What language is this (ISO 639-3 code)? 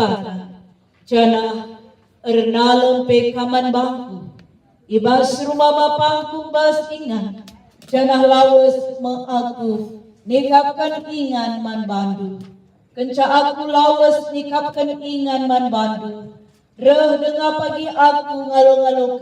btx